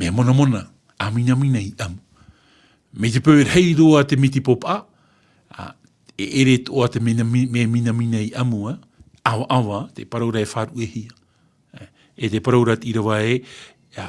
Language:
Tahitian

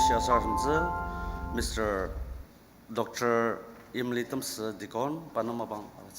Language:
Ao Naga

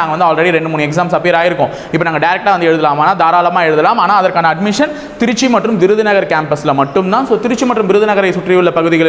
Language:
Tamil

